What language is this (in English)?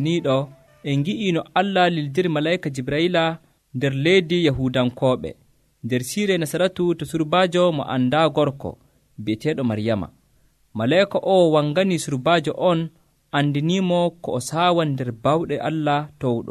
Nigerian Fulfulde